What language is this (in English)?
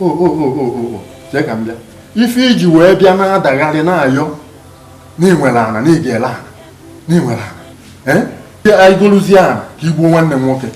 Igbo